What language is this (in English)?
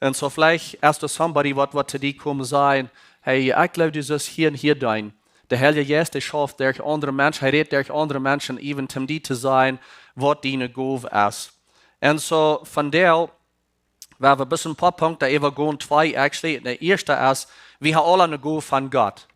Plautdietsch